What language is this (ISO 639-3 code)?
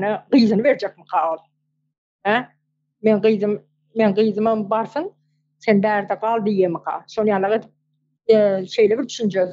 tuk